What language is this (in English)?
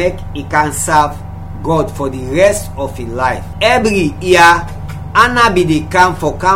Krio